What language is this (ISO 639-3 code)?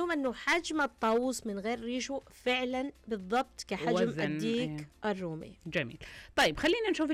ara